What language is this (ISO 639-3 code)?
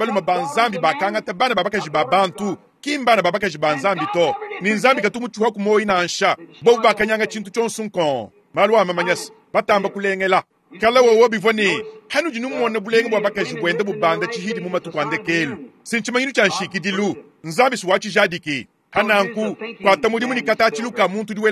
lua